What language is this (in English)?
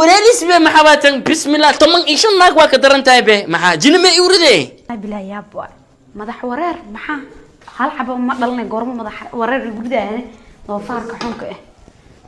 Somali